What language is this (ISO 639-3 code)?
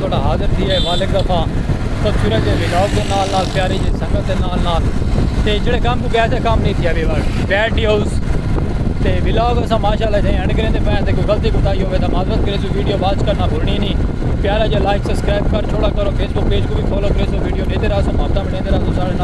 skr